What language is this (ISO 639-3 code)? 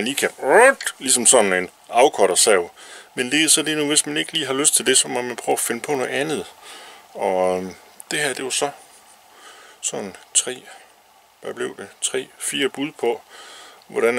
dan